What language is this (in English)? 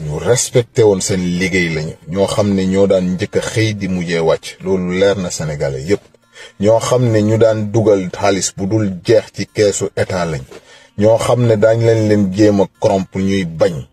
Wolof